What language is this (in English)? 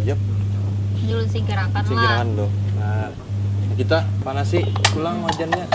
Banjar